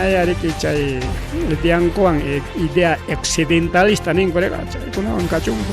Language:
Ayacucho Quechua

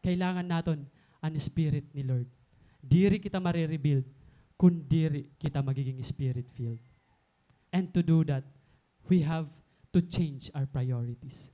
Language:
Waray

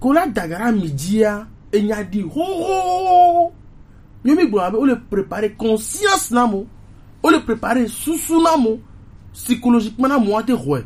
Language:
Gen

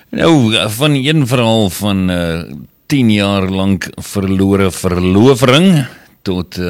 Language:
Afrikaans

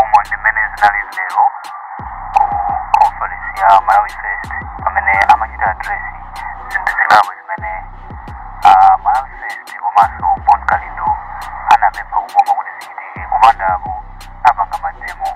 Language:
Nyanja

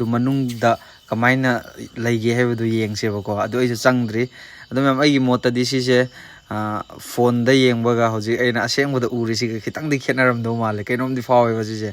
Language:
Manipuri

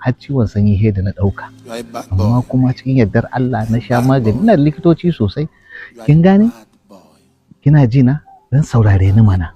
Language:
Hausa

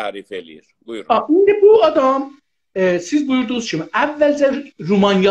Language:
South Azerbaijani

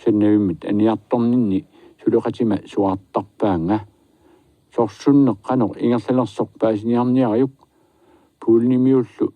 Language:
Kalaallisut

